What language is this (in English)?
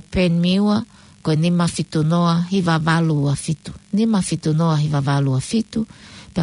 Tongan